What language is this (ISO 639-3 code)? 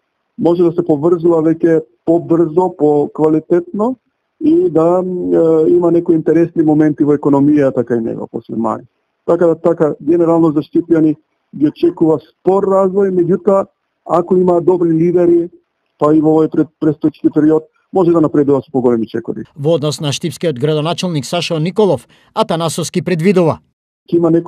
mkd